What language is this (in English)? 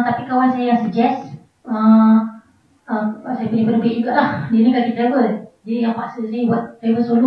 Malay